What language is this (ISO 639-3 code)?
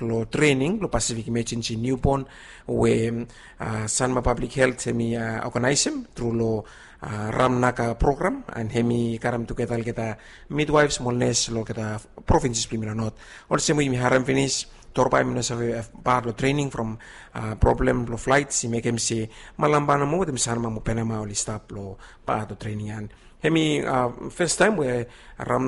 bis